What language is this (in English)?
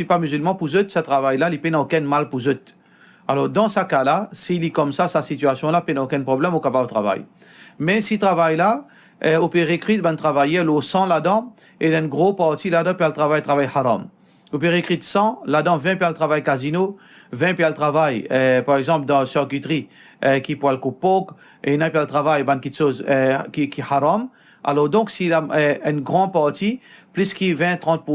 Morisyen